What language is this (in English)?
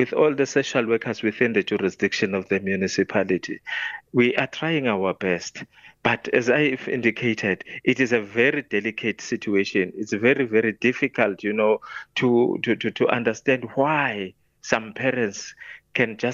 English